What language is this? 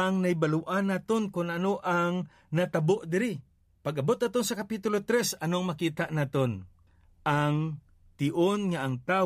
Hiligaynon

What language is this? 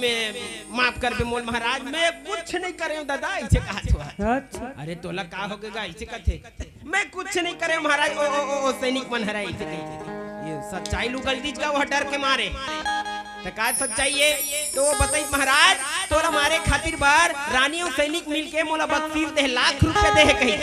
Chhattisgarhi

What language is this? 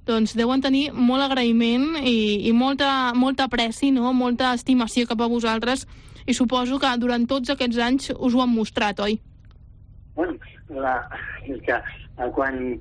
Catalan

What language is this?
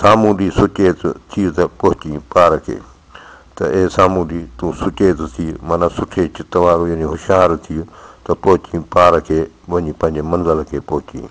Sindhi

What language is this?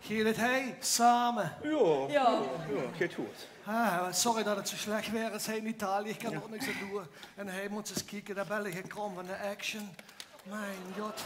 Limburgish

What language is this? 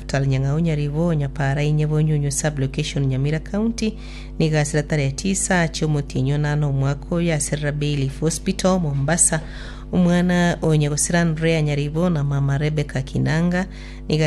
Gusii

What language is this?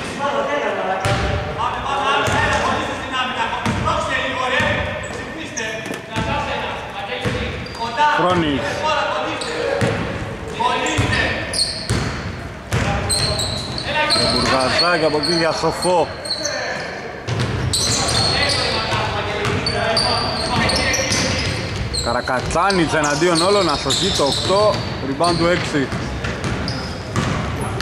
Greek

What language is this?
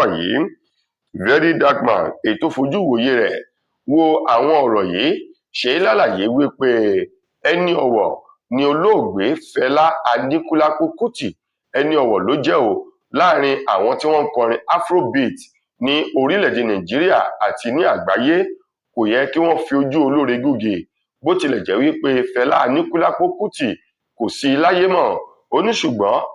Yoruba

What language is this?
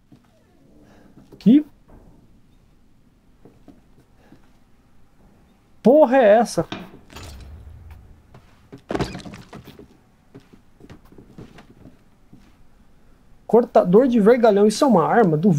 Portuguese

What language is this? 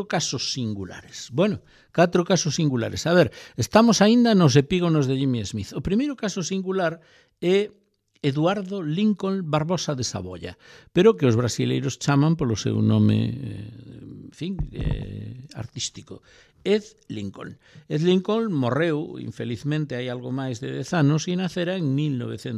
Galician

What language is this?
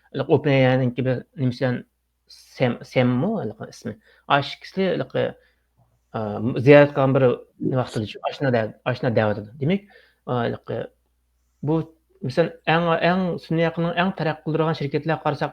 Uyghur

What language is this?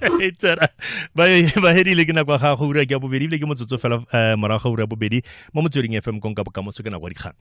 Tswana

